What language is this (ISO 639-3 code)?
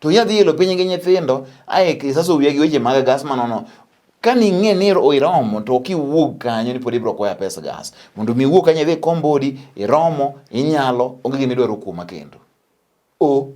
luo